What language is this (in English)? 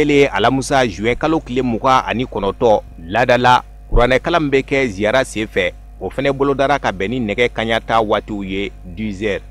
Bambara